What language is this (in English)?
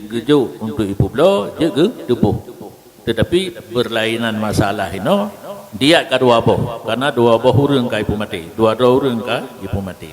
Achinese